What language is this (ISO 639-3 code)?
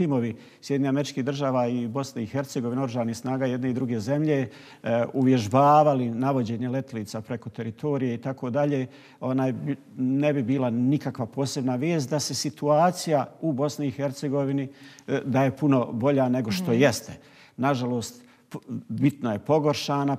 bos